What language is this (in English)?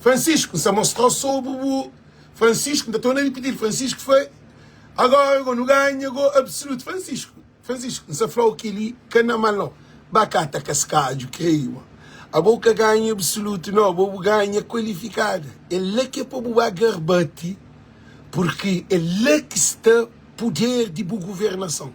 Kabuverdianu